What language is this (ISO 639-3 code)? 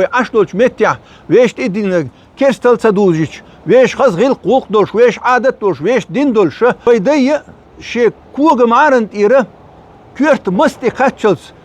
che